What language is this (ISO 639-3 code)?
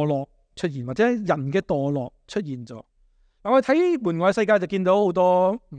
yue